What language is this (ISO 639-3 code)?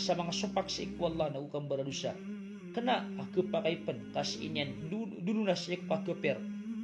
mrw